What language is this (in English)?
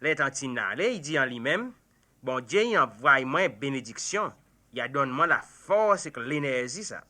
Seselwa Creole French